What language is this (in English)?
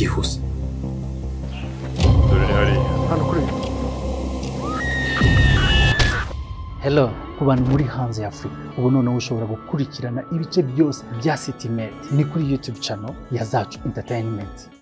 Kinyarwanda